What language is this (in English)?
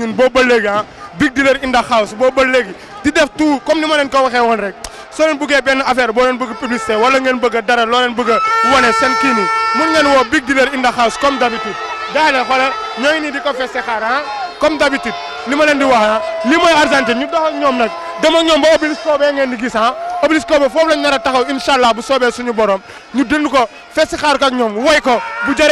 Wolof